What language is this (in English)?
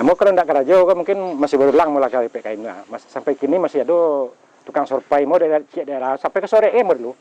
Minangkabau